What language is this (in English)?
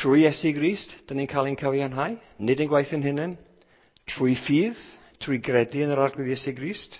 Welsh